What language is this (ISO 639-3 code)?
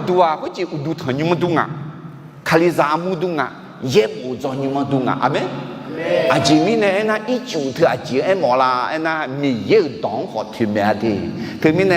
ahk